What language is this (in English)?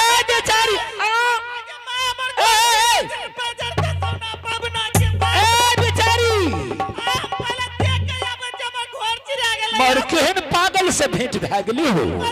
Angika